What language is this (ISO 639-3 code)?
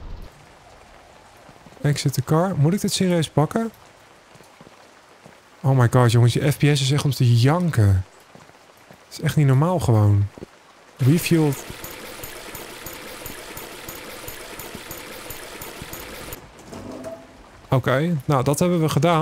nld